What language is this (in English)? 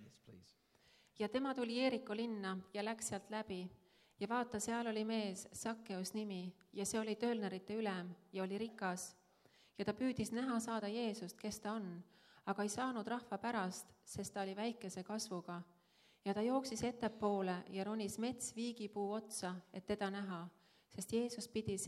Estonian